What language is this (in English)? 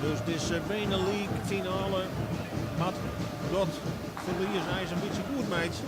Western Frisian